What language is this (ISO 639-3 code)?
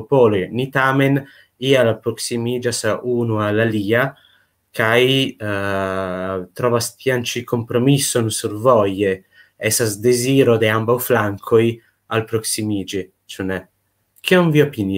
epo